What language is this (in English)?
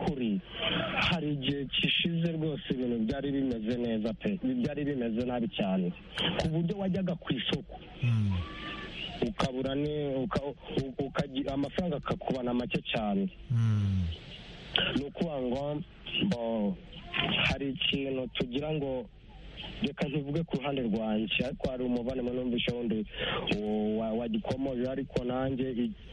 Kinyarwanda